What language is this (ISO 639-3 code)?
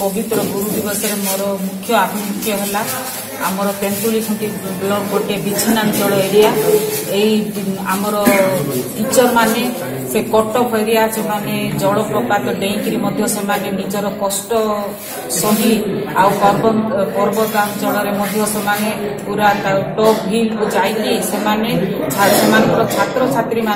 ori